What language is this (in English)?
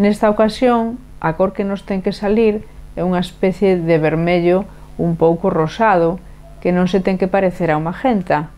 Galician